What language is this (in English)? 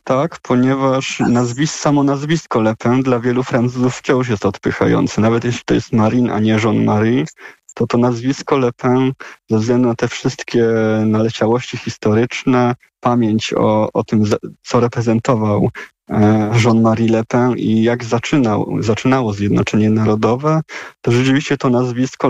Polish